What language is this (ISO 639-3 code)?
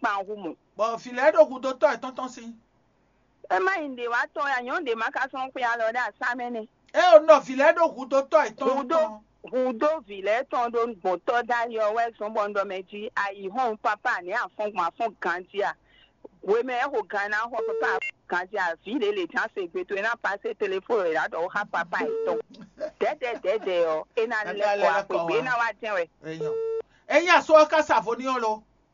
fon